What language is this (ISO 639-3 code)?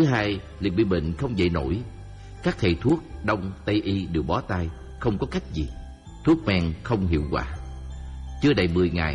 vie